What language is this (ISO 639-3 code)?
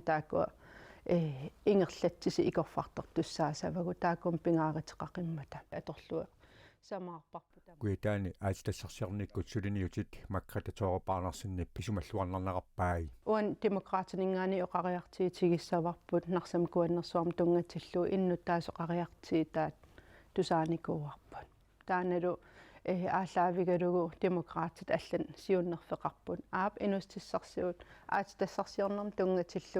kal